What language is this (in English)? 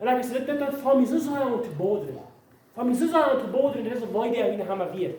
Plautdietsch